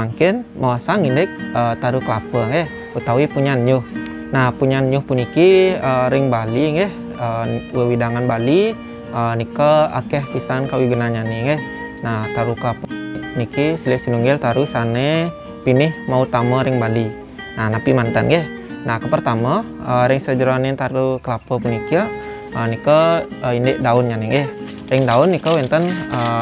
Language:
Balinese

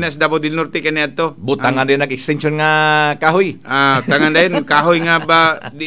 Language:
Cebuano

